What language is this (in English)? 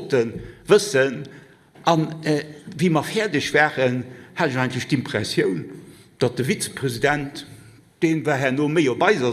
Luxembourgish